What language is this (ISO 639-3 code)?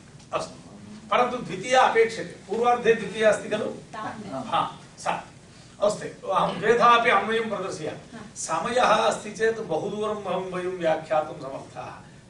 san